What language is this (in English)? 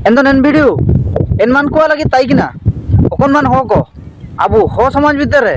Ho